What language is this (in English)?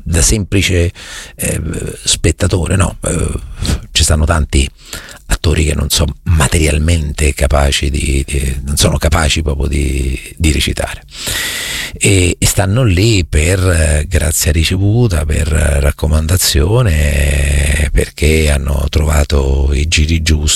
Italian